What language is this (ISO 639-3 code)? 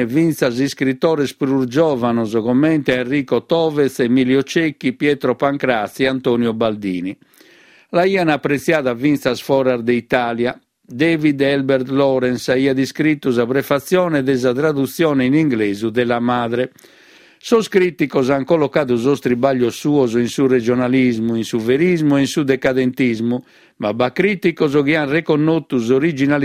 srd